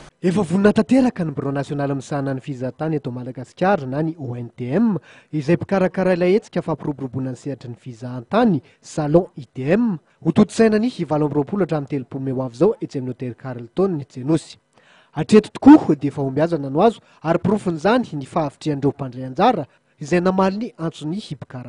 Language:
Malagasy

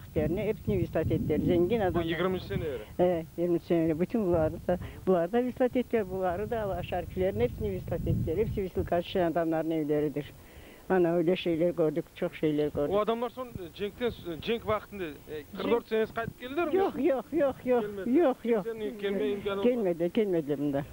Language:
Crimean Tatar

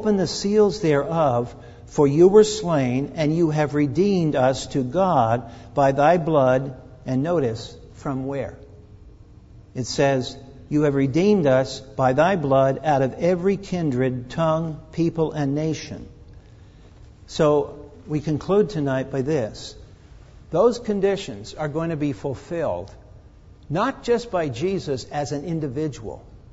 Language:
English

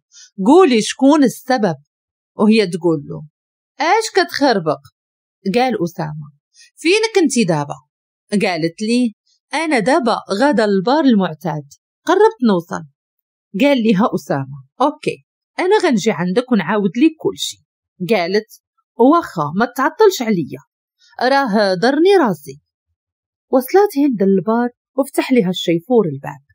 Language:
Moroccan Arabic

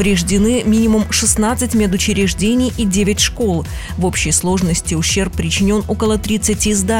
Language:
Russian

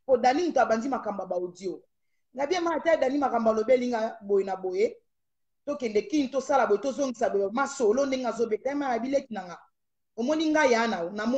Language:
Lingala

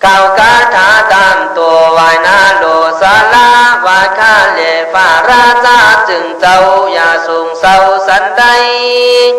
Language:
Khün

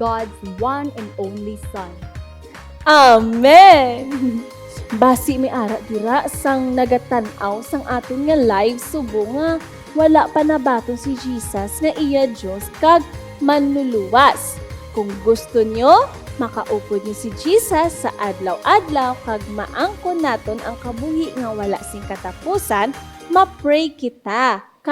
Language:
Hiligaynon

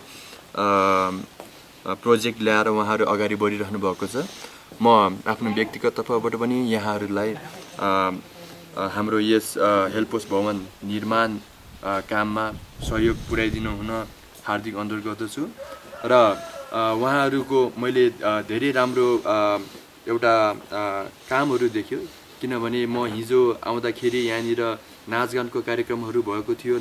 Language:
Nepali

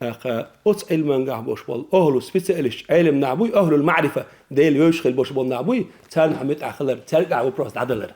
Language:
Chechen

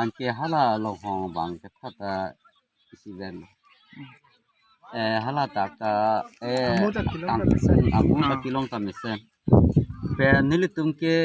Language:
Karbi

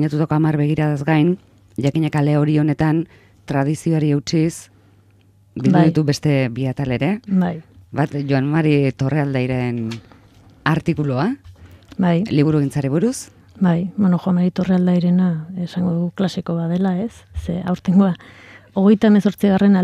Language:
Basque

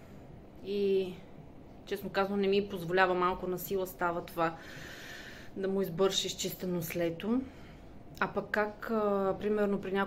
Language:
Bulgarian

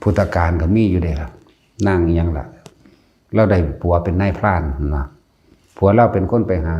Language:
Lao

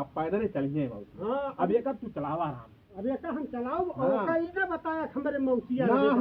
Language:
Awadhi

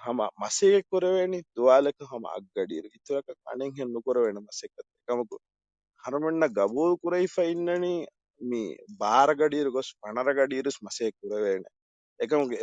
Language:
Divehi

